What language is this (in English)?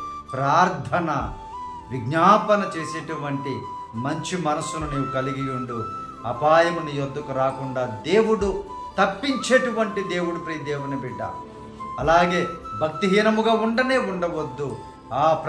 Telugu